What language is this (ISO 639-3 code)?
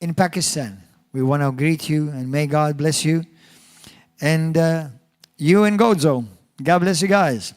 eng